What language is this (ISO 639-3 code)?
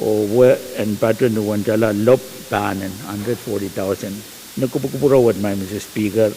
pon